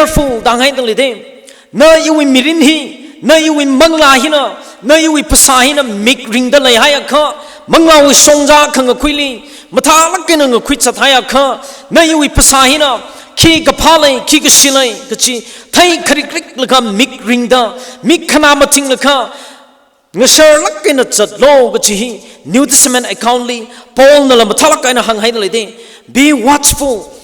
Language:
Tangkhul Naga (India)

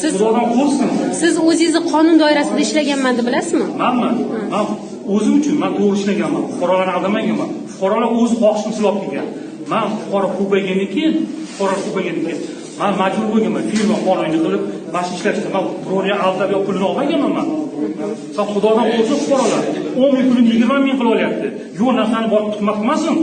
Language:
Uzbek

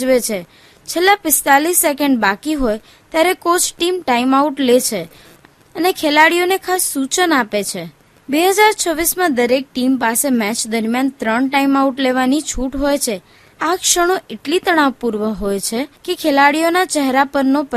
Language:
Gujarati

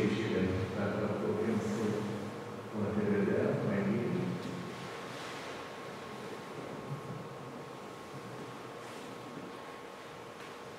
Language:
Romanian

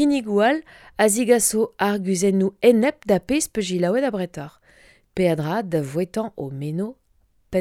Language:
Breton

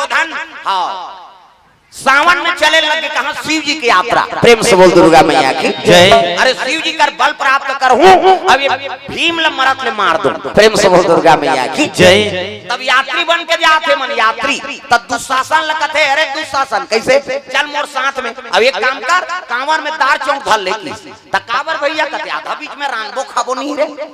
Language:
Chhattisgarhi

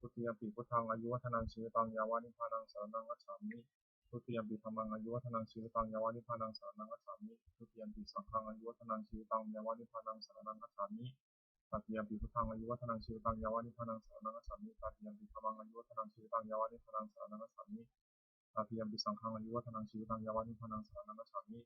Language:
Pali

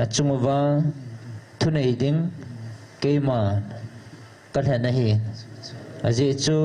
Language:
Thado Chin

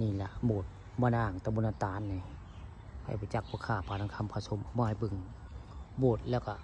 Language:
Northeastern Thai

